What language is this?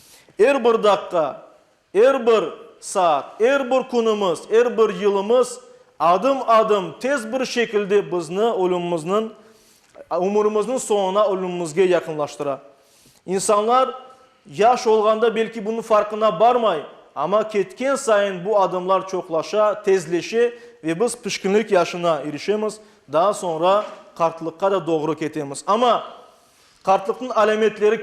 Crimean Tatar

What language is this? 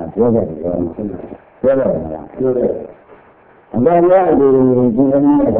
Burmese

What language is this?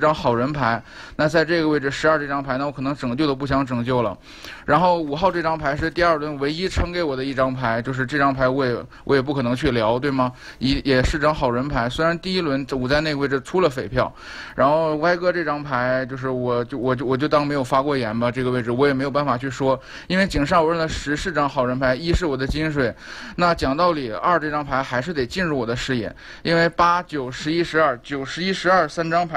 Chinese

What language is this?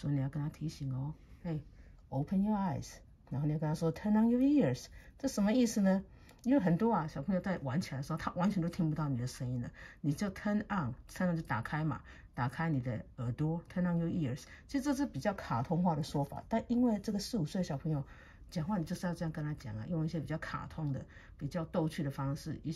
Chinese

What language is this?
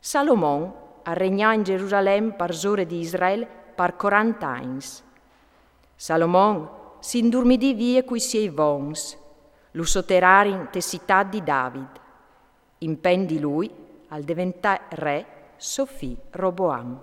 Friulian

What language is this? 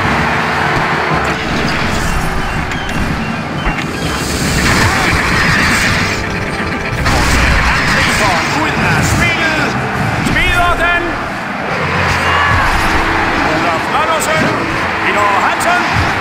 Danish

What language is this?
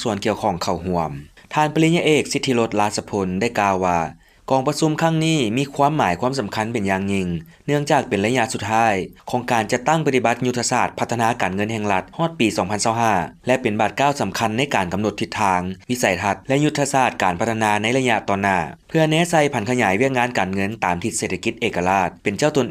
Lao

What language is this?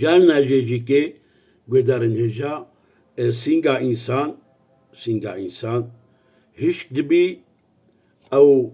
Kurdish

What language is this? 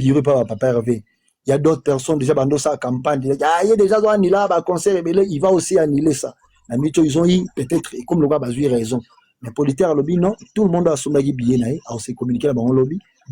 Lingala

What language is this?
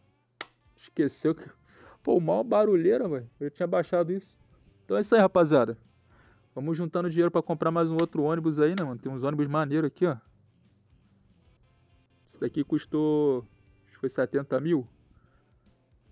Portuguese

